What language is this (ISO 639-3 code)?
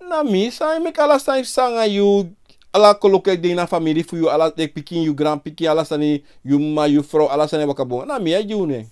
srn